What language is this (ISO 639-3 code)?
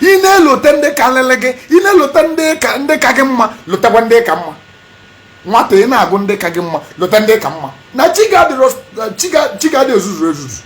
ibo